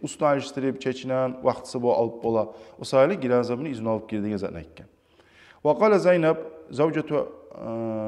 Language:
Kumyk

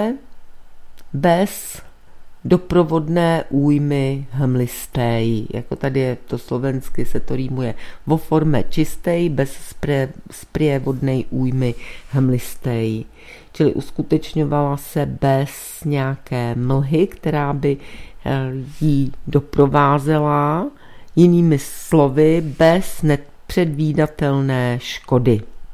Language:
Czech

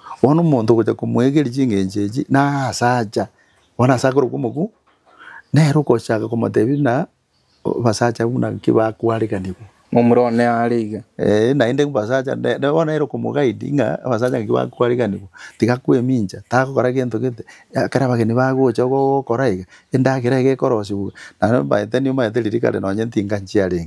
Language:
Gusii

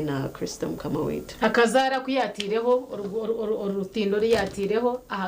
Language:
Nyankole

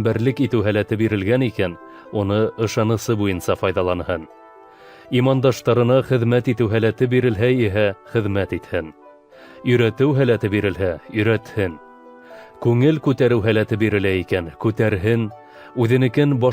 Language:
Bashkir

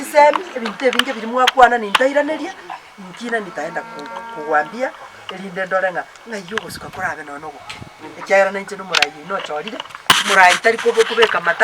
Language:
Gusii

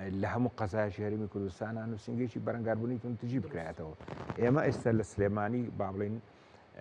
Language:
Central Kurdish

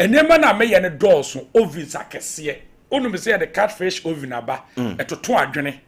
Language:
Akan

